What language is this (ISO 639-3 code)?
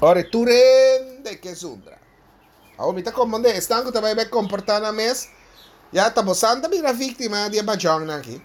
pap